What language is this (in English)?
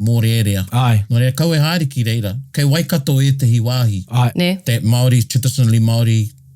Māori